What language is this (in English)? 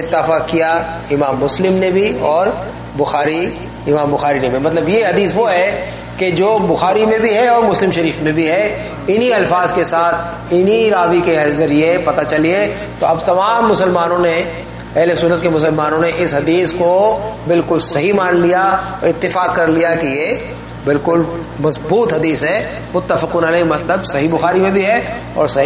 Urdu